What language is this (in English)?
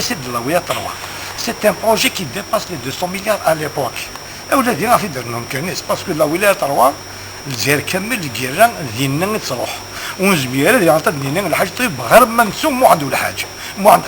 Kabyle